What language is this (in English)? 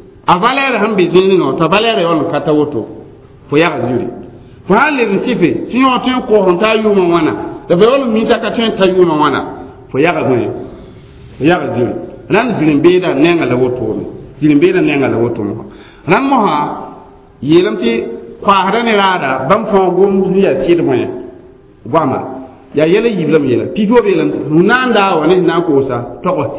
Mossi